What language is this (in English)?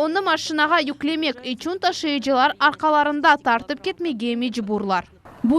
Crimean Tatar